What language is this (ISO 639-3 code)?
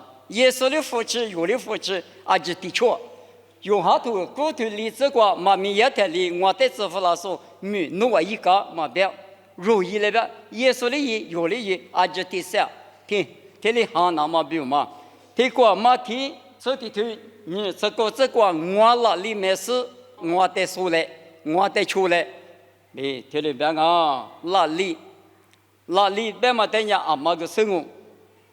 lis